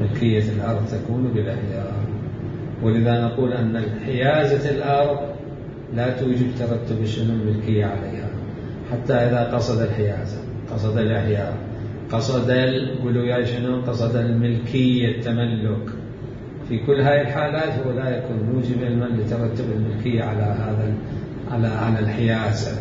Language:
Mesopotamian Arabic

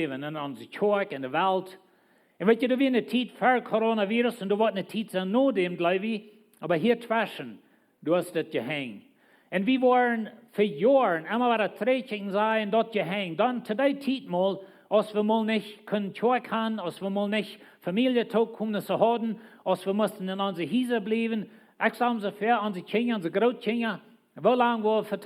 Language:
Plautdietsch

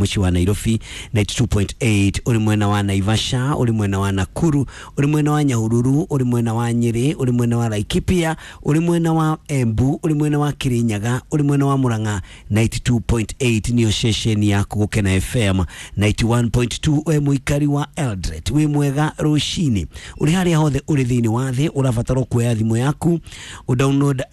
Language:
Kikuyu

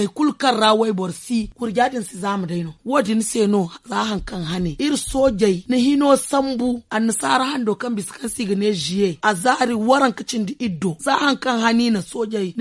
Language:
Zarma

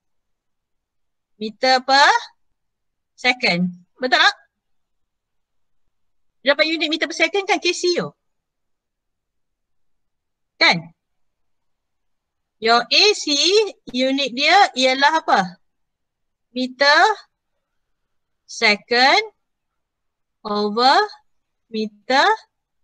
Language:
Malay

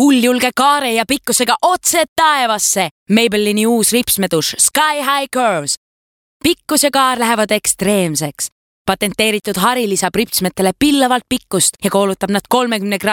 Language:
Estonian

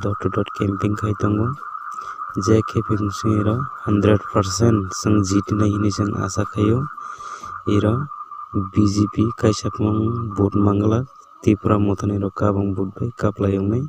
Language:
Kok Borok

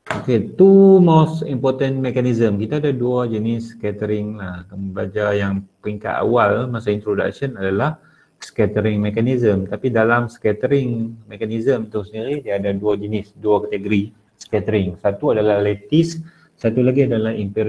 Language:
Malay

